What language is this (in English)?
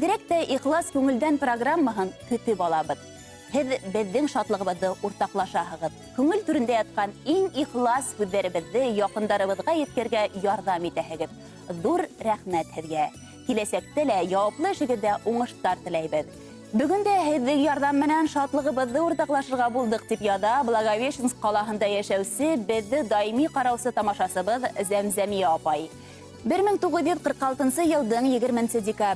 Bashkir